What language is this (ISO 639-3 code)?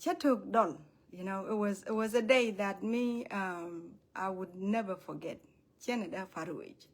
nus